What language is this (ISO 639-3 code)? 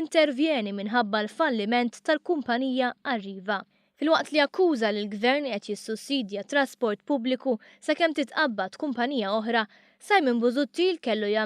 mlt